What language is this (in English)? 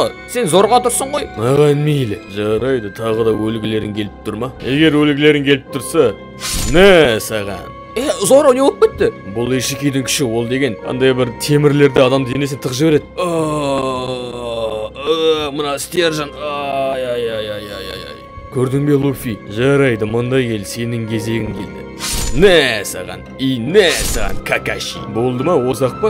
Kazakh